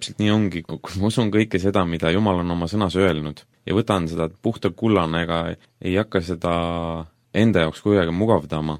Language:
Estonian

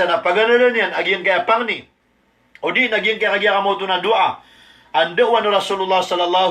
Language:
Maranao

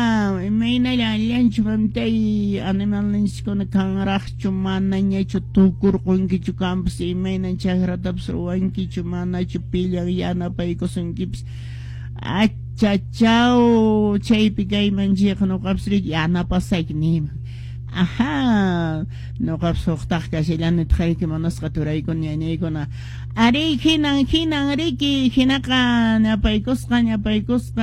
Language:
Quechua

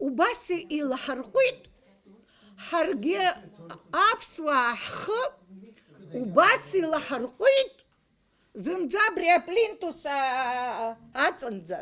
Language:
Abkhazian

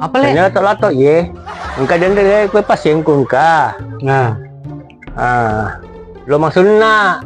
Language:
Buginese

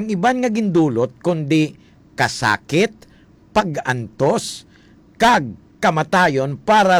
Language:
Hiligaynon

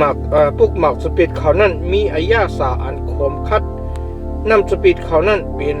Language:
Shan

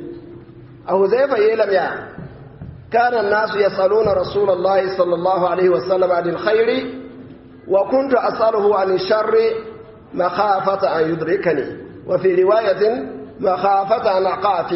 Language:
Mossi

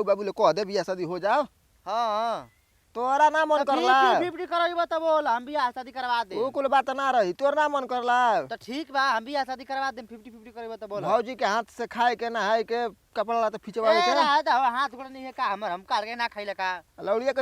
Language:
Bhojpuri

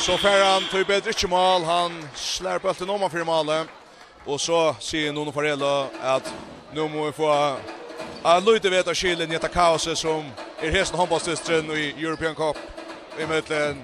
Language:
Faroese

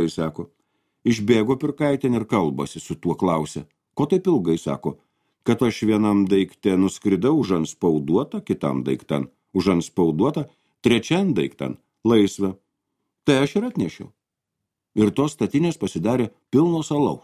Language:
Lithuanian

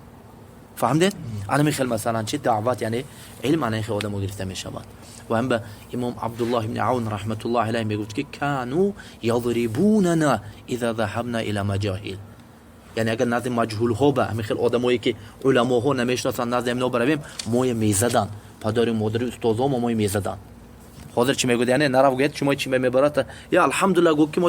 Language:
Tajik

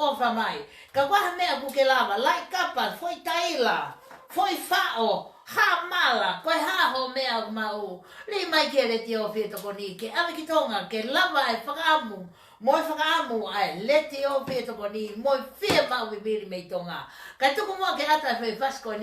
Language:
Tongan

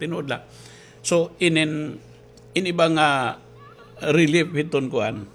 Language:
Waray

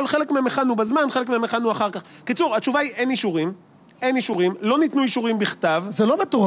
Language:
Hebrew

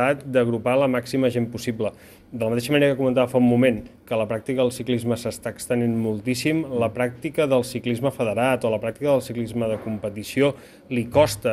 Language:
Catalan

